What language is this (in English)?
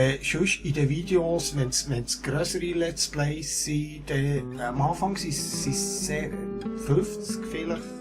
Swiss German